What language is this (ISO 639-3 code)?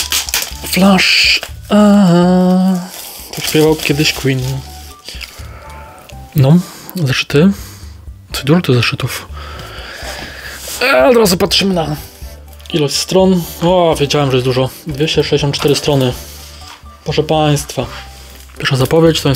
pol